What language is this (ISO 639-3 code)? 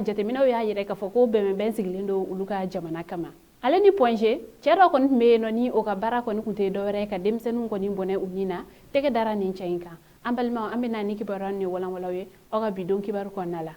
bam